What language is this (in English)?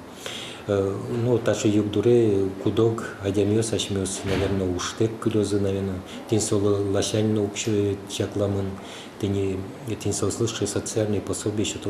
Udmurt